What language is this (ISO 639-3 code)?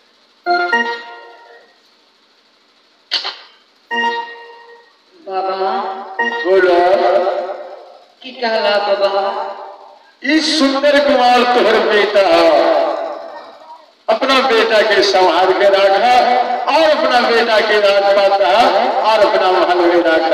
bho